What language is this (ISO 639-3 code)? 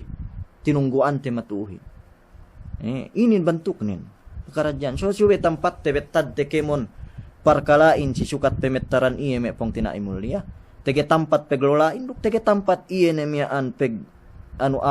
yka